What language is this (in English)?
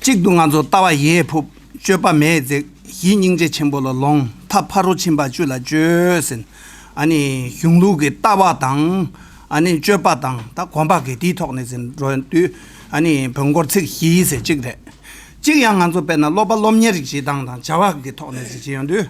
Tibetan